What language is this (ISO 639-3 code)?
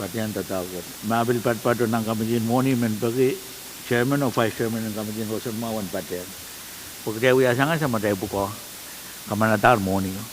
pon